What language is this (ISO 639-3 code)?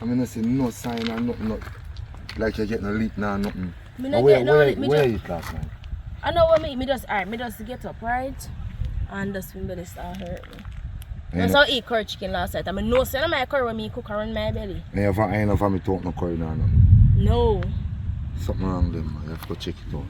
jam